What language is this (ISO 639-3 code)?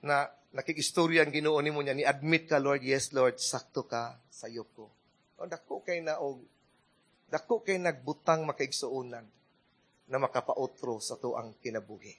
ceb